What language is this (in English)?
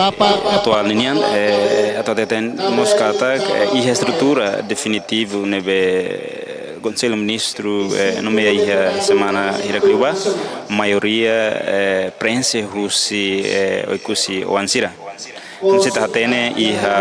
Tetum